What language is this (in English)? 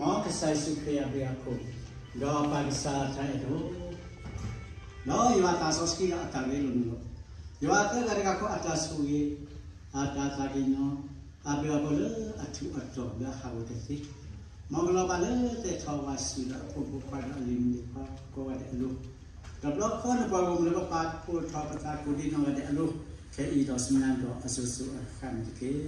S'gaw Karen